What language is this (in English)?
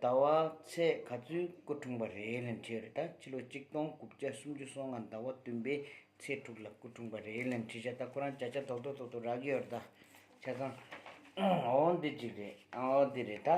Tibetan